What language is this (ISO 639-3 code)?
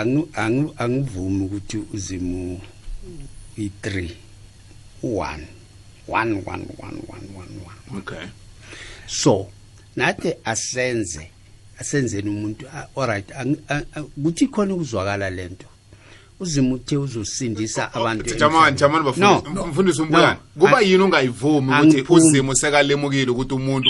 nbl